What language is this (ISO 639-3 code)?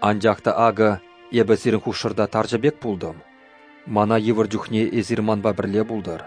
chv